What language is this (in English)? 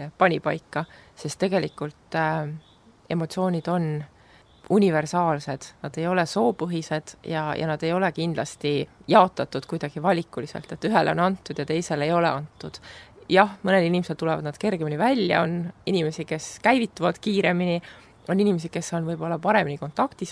Estonian